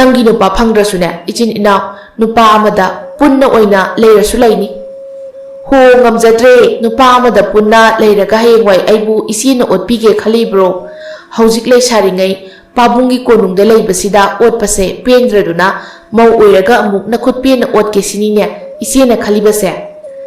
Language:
Manipuri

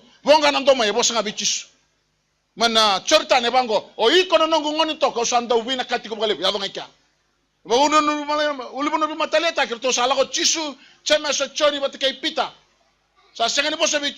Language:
Fijian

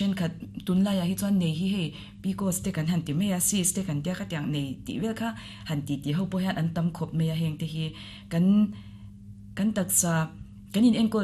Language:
Mizo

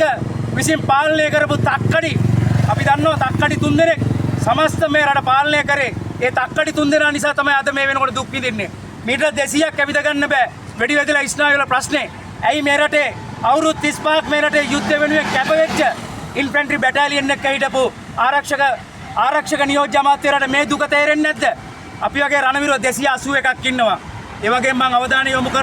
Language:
Sinhala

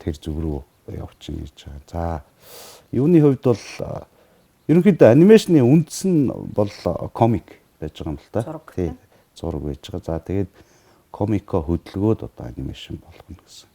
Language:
Mongolian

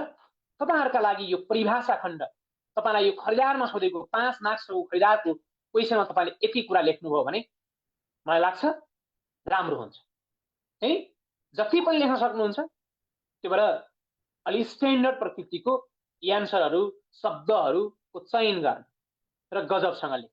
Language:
Nepali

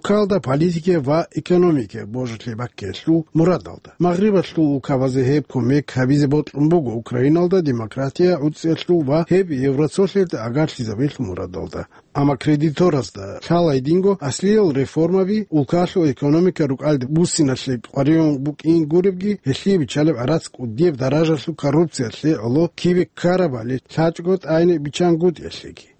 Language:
Avaric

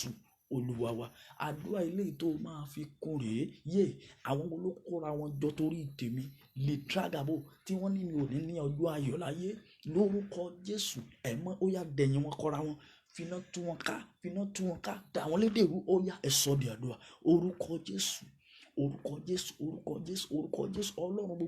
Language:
Yoruba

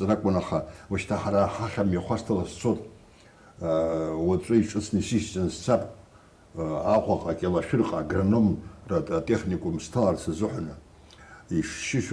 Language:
Abkhazian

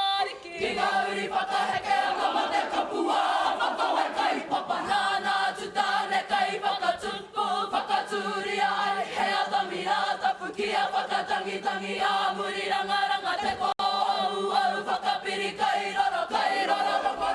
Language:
Māori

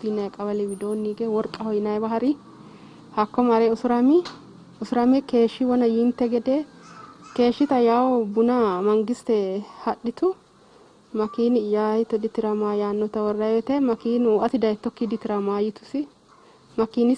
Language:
Sidamo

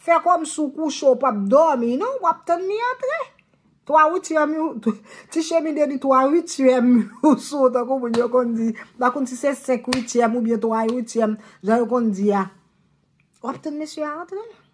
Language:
Haitian Creole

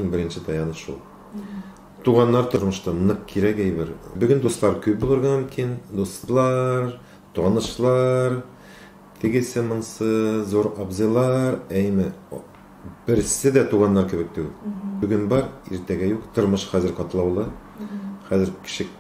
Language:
Tatar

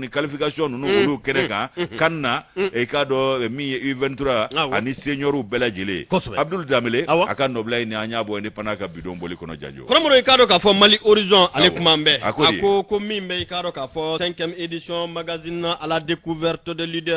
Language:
Bambara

